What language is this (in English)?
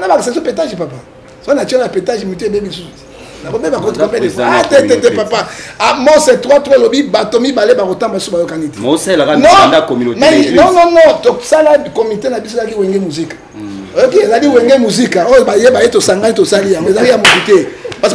Lingala